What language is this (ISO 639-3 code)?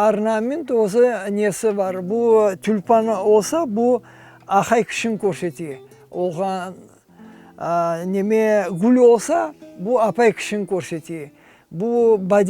crh